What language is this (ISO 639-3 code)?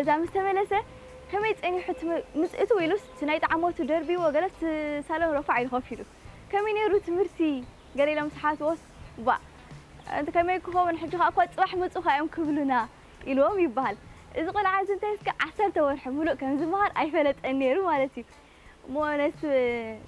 tir